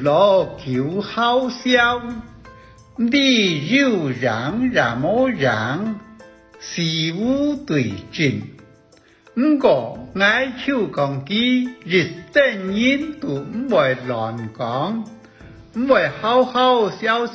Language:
Hakka Chinese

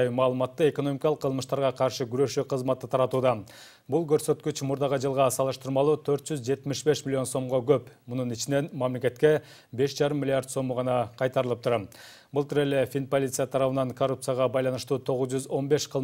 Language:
Kyrgyz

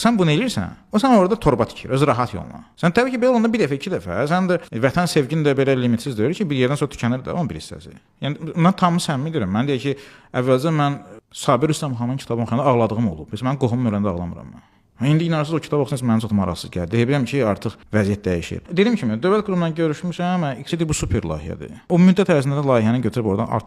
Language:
Azerbaijani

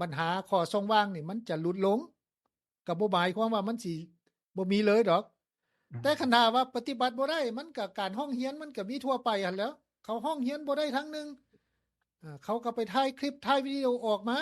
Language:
Lao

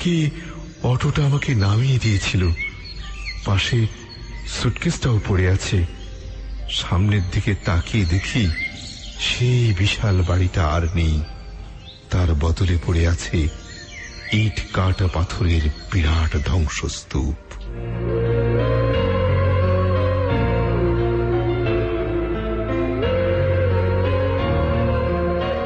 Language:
Bangla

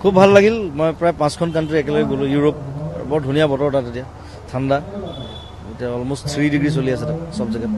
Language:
Assamese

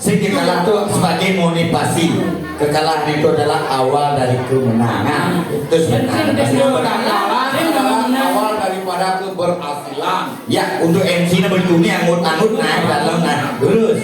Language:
Balinese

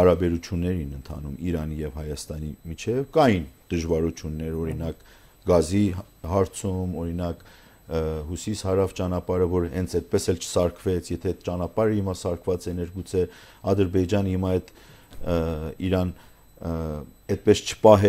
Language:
Armenian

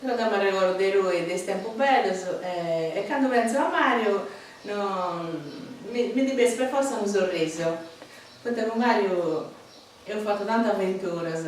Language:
Sardinian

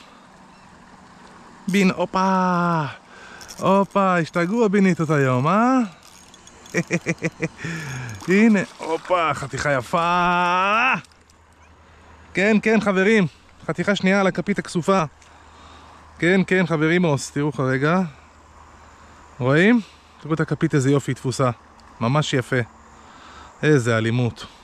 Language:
Hebrew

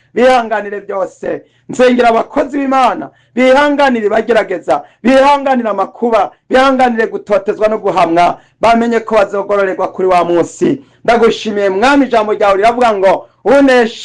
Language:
Rundi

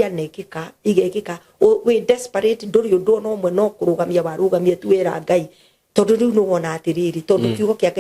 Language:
Kikuyu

